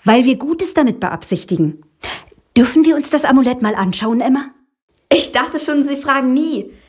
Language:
German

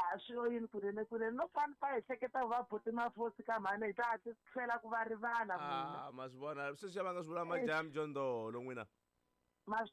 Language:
Tsonga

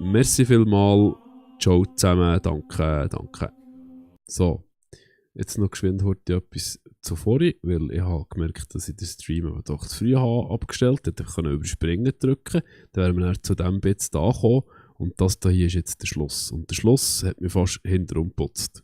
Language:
Swiss German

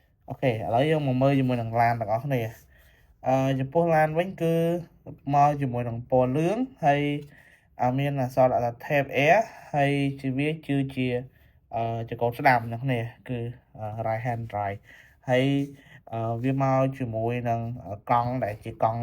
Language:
Khmer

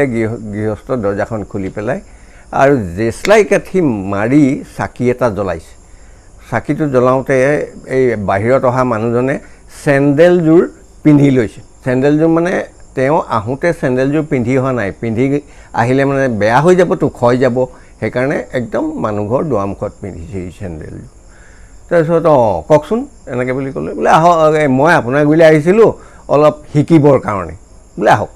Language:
Assamese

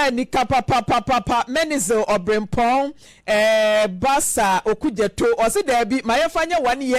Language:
Akan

